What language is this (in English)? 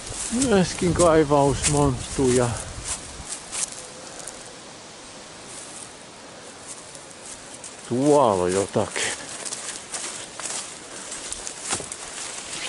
Finnish